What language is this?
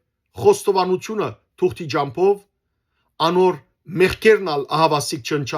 Western Armenian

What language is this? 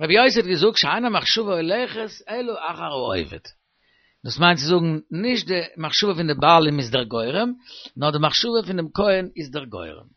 Yiddish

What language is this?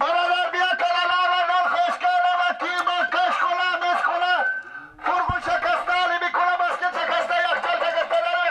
Persian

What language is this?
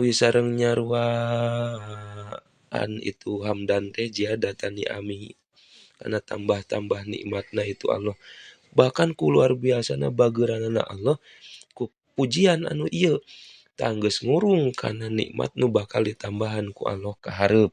Sundanese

